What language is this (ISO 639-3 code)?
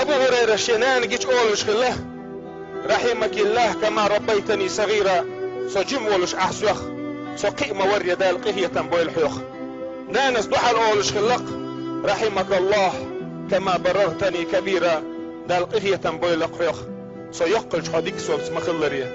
che